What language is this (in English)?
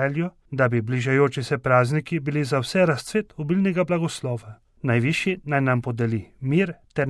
Slovenian